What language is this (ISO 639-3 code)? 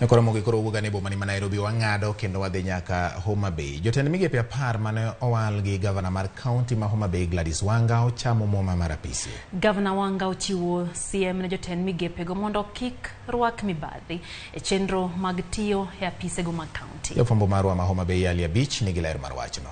luo